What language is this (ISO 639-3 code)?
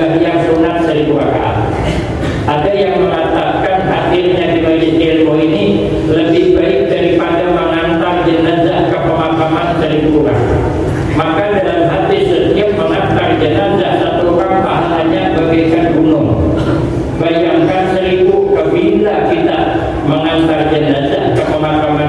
bjn